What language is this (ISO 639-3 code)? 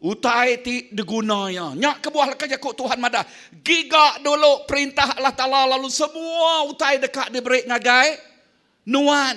iba